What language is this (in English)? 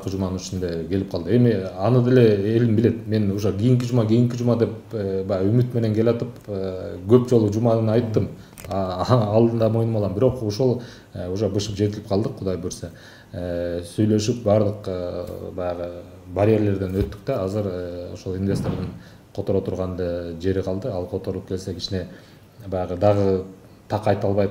Kyrgyz